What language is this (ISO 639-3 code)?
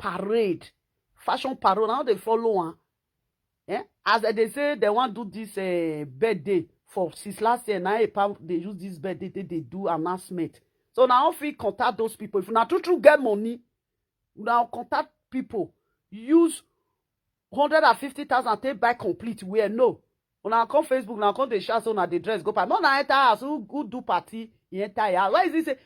pcm